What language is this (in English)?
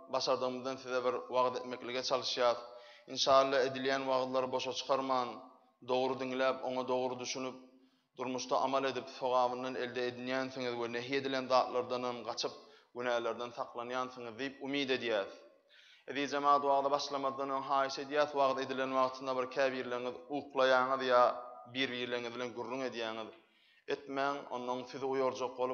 Turkmen